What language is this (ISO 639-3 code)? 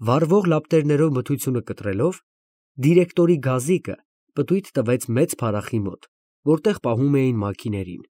hye